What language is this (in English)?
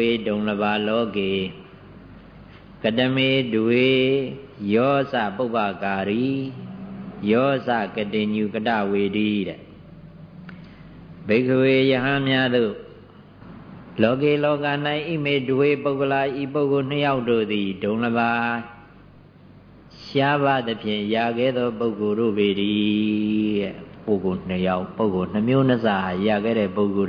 Burmese